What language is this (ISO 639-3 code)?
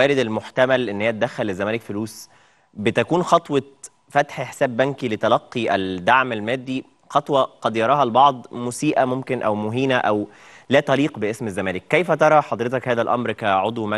arz